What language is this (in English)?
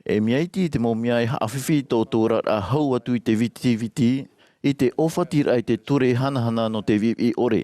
Tahitian